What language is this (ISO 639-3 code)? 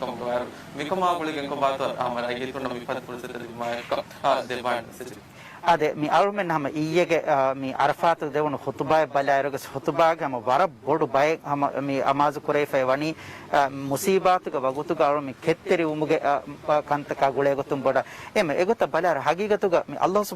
div